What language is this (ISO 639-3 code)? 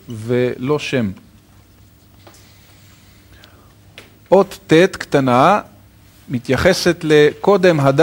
heb